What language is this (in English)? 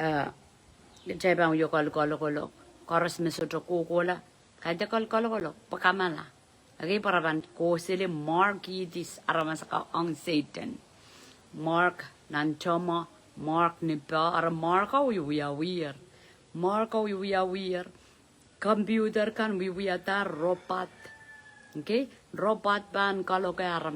Pohnpeian